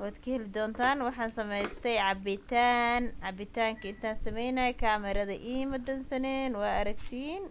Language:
Somali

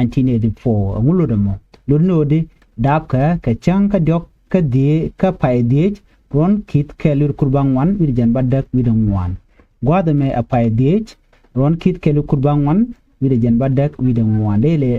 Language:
Nuer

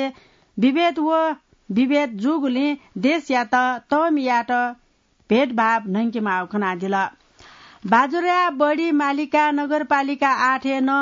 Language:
Newari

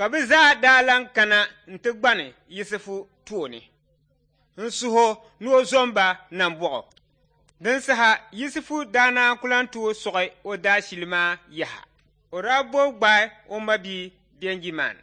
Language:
Dagbani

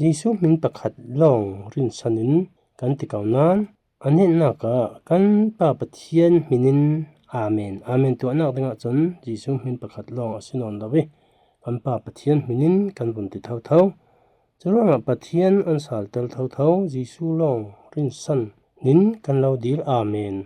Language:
Falam Chin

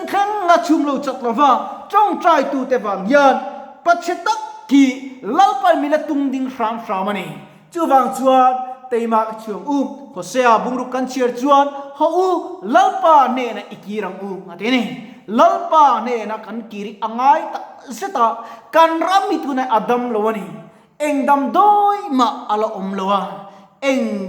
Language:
Mizo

